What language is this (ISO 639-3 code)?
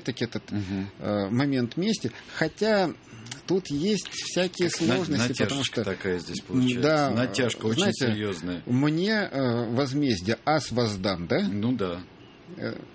rus